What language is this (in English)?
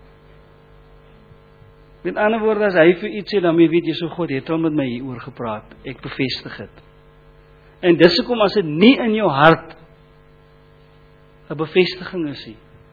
Afrikaans